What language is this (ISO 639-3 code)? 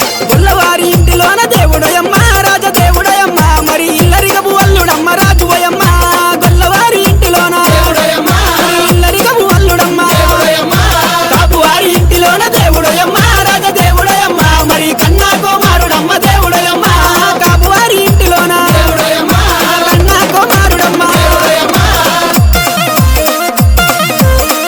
tel